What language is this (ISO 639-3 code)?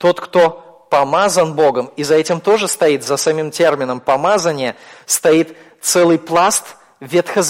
rus